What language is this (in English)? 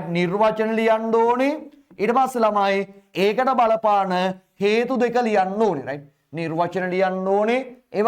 Sinhala